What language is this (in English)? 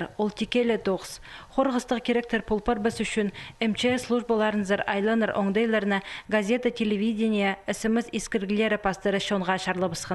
Khakas